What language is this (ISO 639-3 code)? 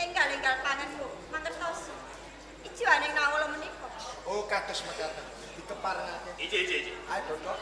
jav